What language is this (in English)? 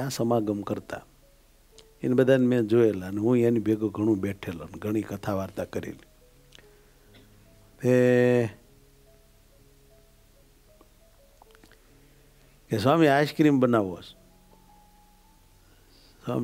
Gujarati